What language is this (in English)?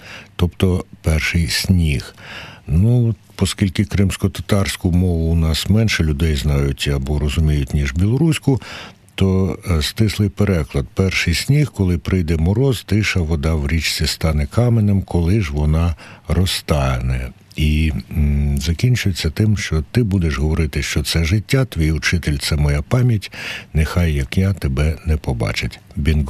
Ukrainian